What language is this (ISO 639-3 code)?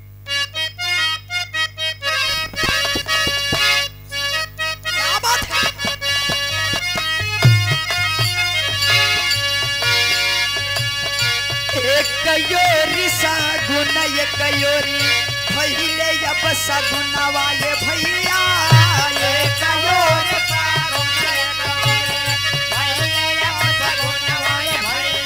bho